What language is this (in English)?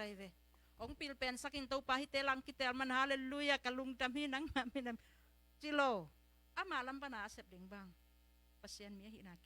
Tedim Chin